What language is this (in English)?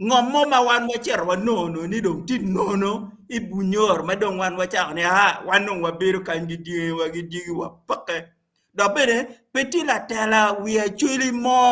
Acoli